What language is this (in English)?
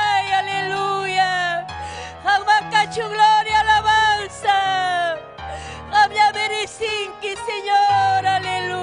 Ayacucho Quechua